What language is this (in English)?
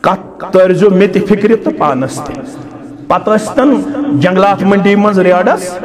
Kashmiri